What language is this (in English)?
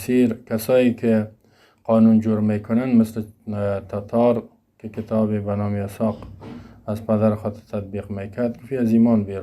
Persian